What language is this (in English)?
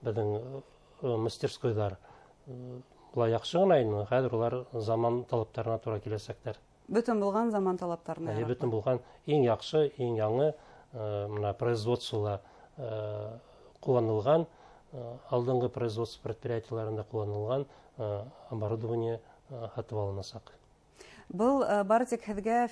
Bashkir